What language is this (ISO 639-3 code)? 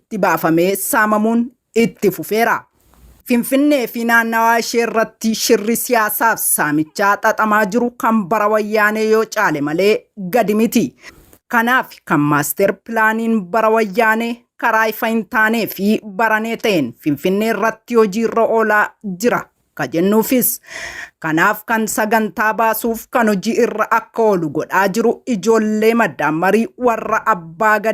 orm